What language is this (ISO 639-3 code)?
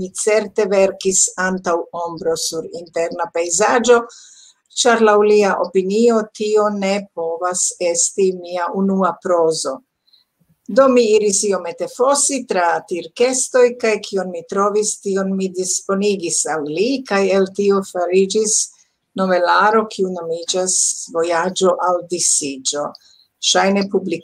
epo